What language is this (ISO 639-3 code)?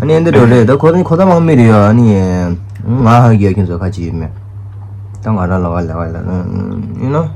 bod